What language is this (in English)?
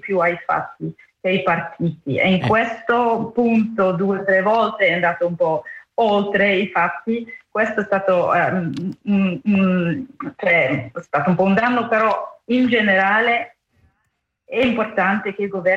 Italian